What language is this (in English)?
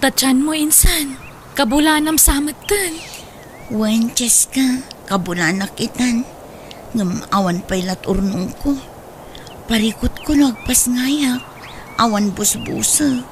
Iloko